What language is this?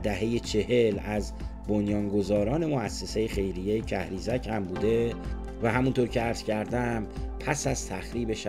Persian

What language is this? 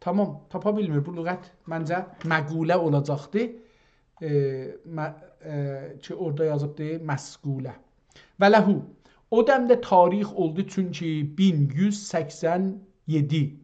South Azerbaijani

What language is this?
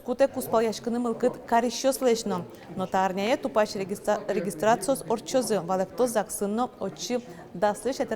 Udmurt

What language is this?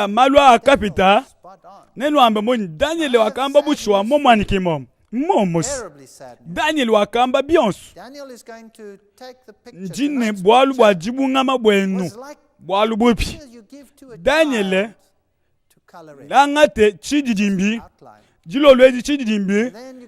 Luba-Lulua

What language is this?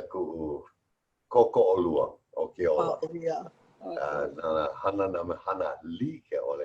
Hawaiian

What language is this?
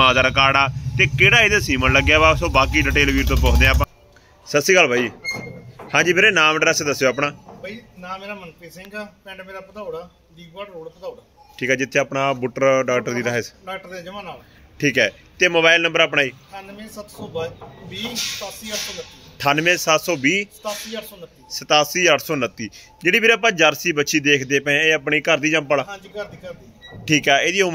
Punjabi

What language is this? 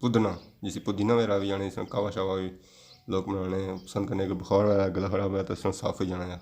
Pahari-Potwari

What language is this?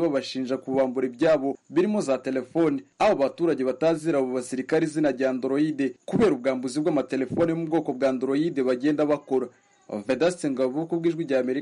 Kinyarwanda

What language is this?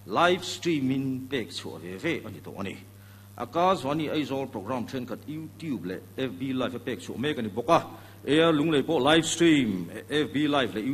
Mizo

